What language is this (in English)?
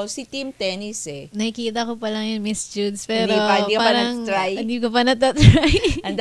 Filipino